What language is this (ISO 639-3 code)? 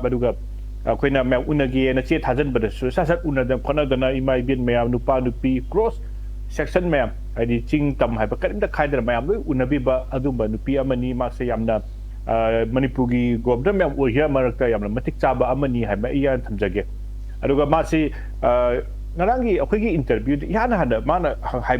mni